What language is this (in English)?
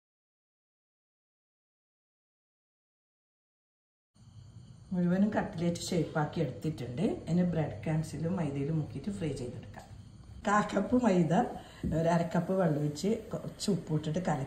Malayalam